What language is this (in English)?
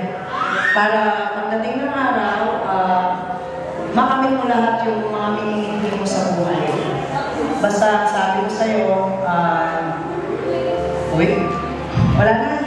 Filipino